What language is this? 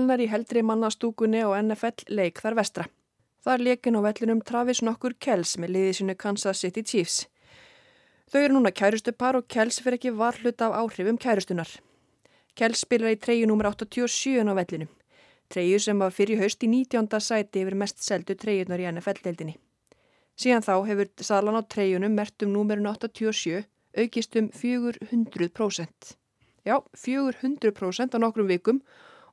Icelandic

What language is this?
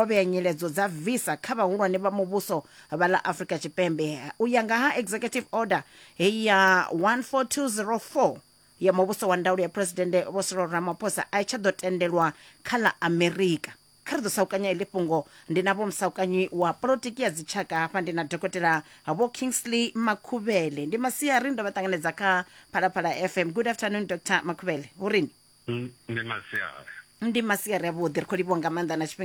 Venda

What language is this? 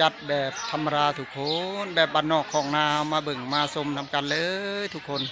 Northeastern Thai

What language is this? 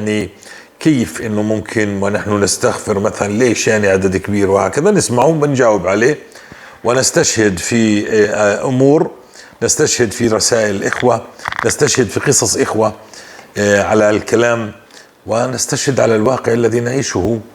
North Levantine Arabic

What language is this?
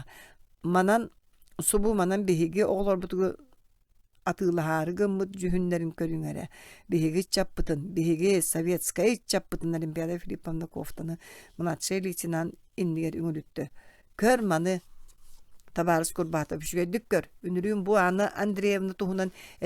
Yakut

